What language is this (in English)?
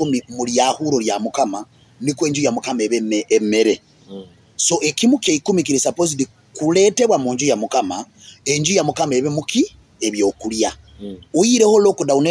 Nyoro